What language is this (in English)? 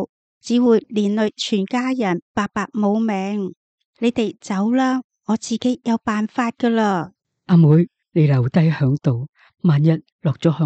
Cantonese